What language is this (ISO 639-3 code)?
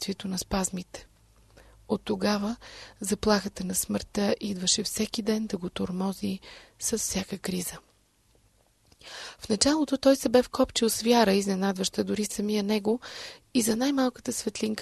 bul